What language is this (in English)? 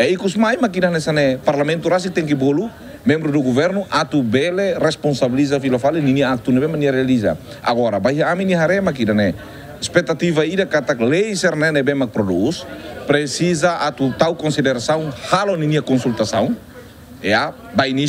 Tetum